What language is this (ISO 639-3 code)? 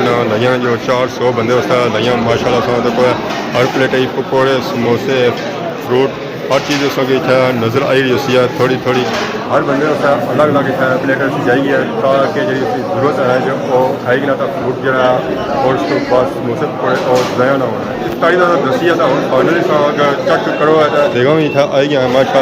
phr